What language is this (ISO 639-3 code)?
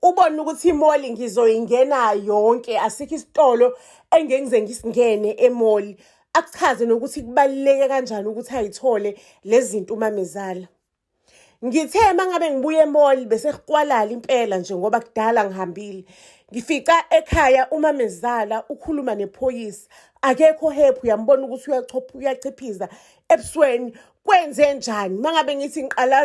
zul